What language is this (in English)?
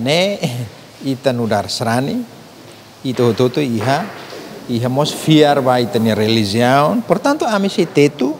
Tetum